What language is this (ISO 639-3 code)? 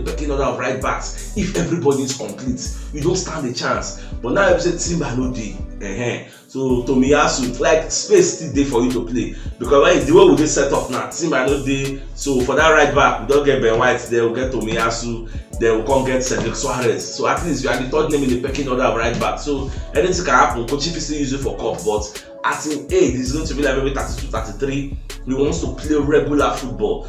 pcm